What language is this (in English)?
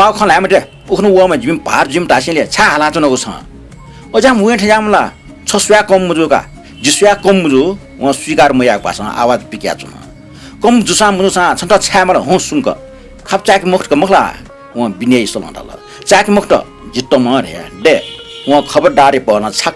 Newari